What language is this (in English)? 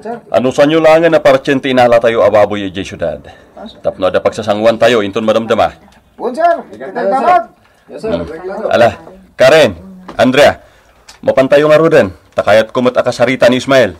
Iloko